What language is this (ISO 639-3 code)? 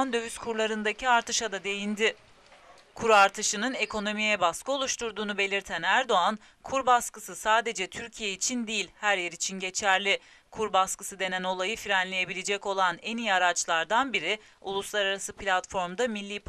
tur